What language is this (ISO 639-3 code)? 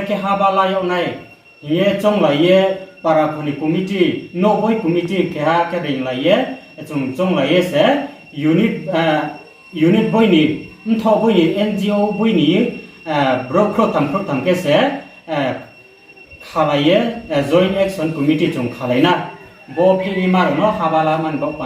ria